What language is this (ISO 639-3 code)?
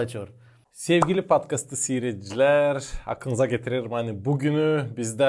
gag